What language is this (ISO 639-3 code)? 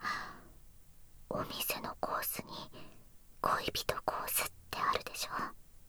jpn